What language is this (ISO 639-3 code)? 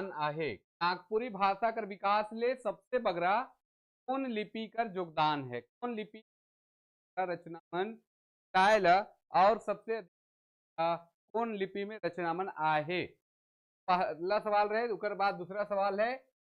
sck